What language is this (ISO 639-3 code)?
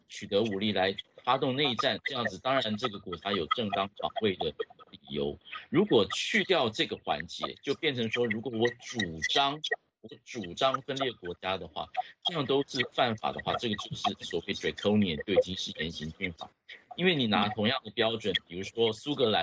zho